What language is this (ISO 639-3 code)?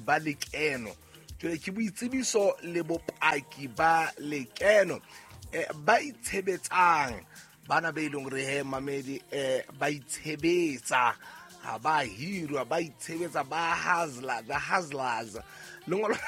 sot